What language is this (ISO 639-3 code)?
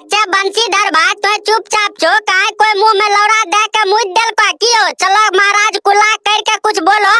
mai